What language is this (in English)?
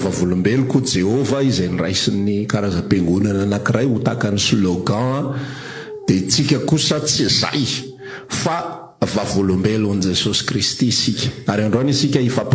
Malagasy